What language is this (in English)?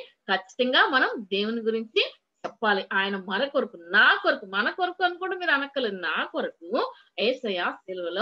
Telugu